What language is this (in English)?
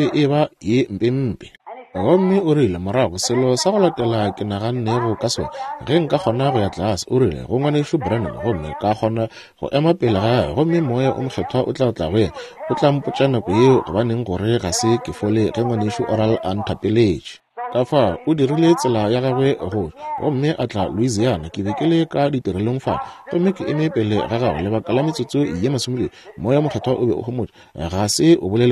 Northern Sotho